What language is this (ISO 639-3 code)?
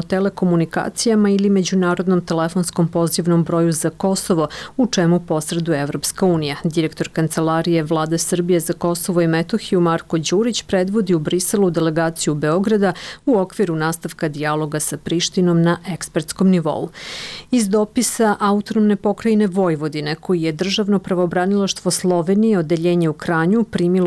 srp